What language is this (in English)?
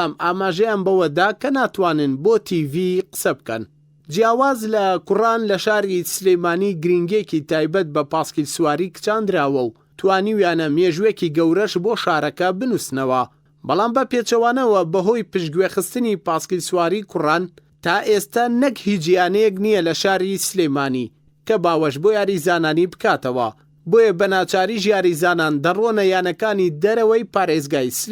Central Kurdish